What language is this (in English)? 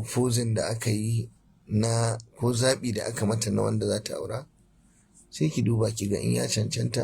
Hausa